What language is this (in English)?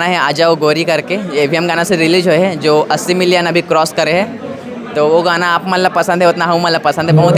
Chhattisgarhi